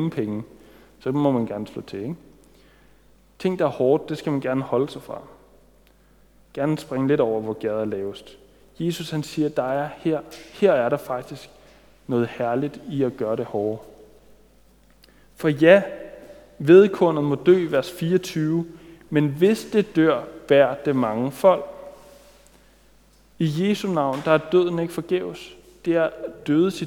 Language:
Danish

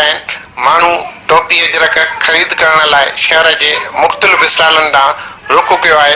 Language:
Sindhi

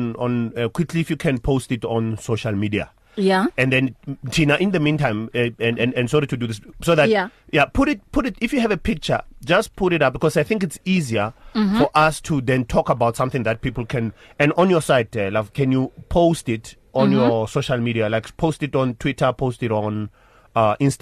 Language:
English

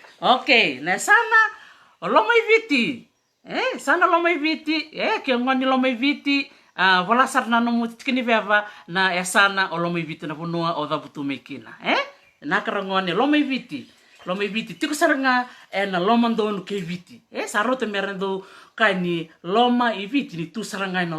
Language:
Fijian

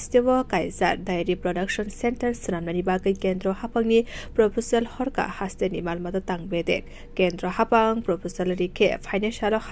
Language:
Kok Borok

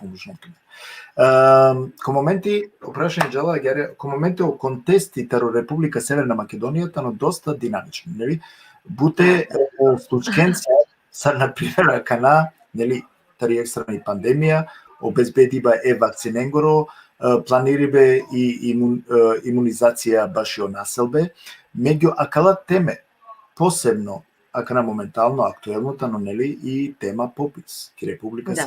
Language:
Balkan Romani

